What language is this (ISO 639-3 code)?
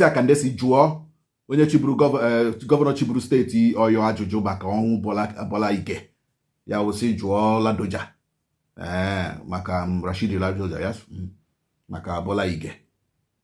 ibo